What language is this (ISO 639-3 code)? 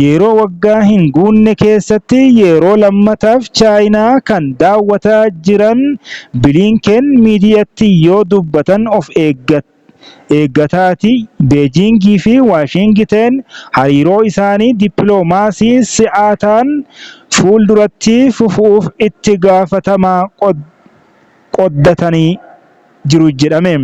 orm